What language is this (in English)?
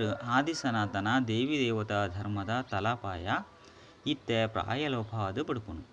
Tulu